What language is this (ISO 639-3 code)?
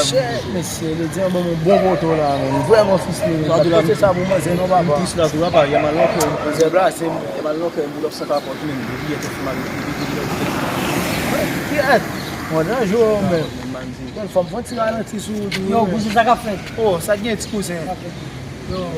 hat